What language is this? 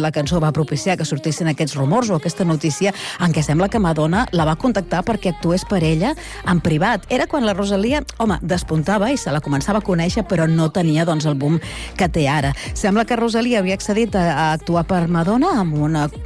Catalan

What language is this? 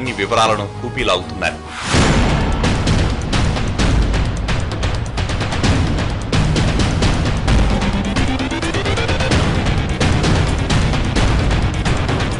Telugu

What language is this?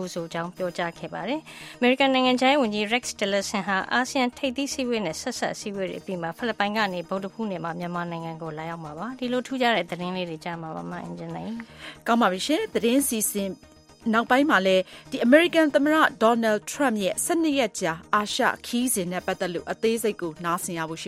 Burmese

